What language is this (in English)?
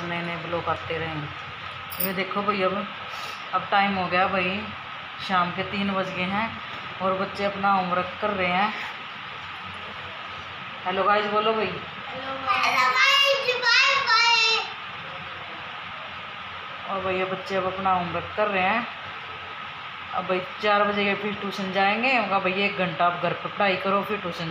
Hindi